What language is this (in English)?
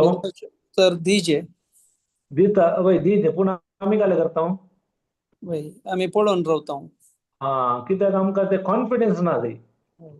Konkani